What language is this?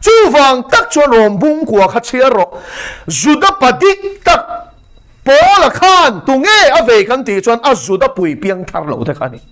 Mizo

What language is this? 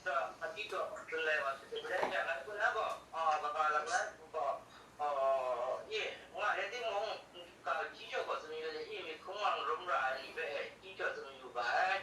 Kachin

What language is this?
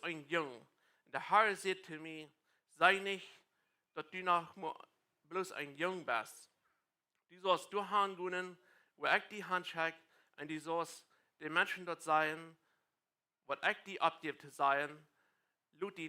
Plautdietsch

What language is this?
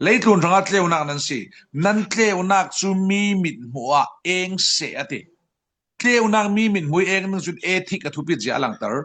Falam Chin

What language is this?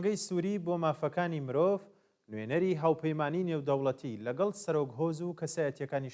Central Kurdish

